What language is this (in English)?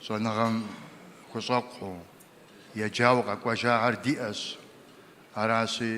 Kabardian